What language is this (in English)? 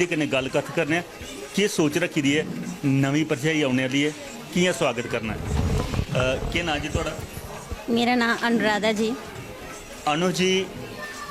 Dogri